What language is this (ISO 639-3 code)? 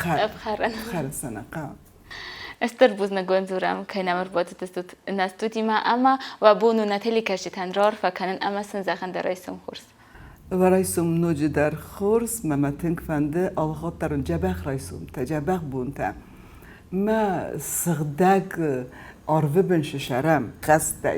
oss